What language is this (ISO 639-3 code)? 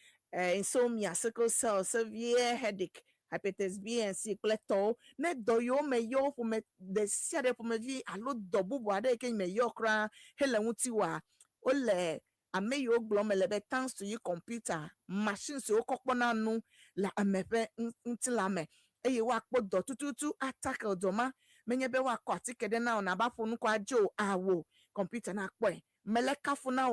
ewe